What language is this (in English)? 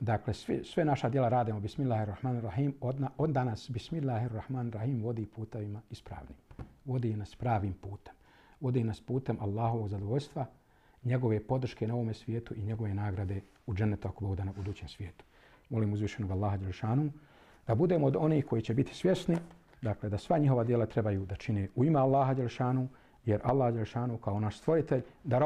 Bosnian